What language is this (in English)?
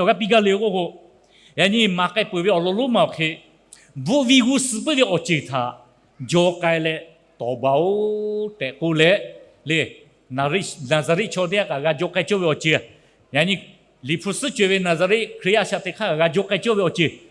Lahu